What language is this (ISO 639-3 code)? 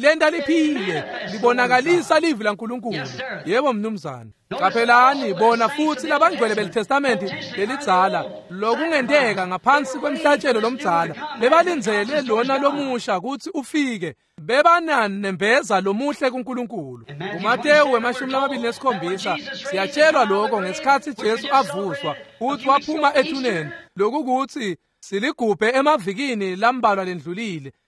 ssw